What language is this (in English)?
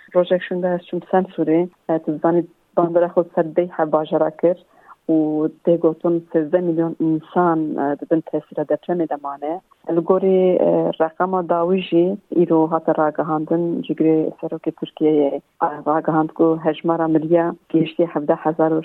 Kurdish